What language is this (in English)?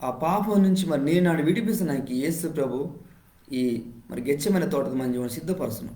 Koya